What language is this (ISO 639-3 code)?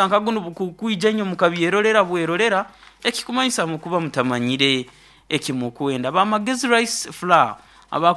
nyo